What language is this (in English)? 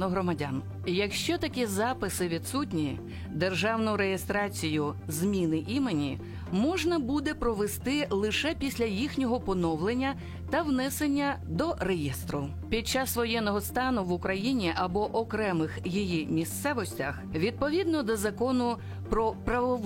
Ukrainian